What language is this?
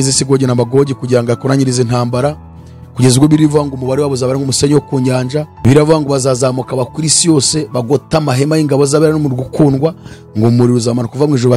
Kinyarwanda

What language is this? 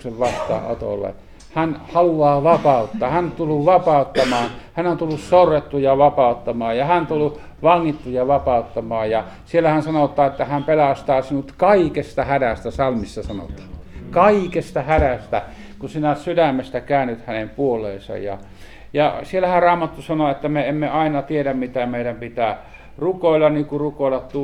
Finnish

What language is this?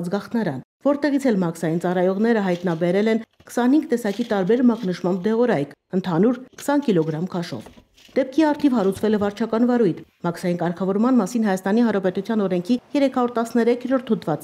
Armenian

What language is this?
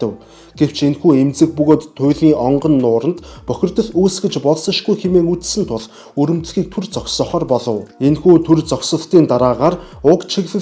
Mongolian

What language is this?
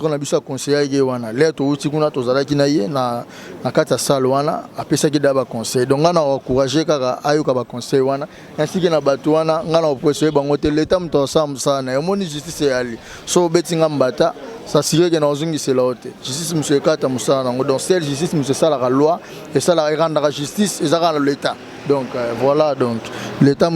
Lingala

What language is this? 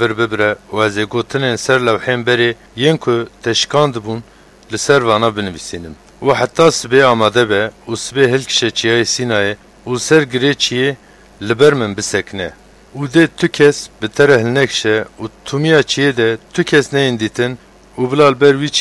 Kurdish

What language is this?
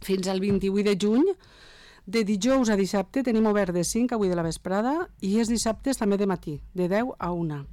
Catalan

